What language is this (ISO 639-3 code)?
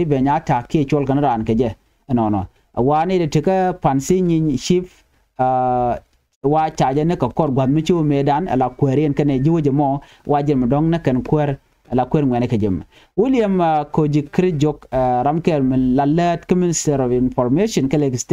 nus